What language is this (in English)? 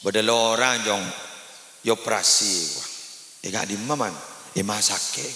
Madurese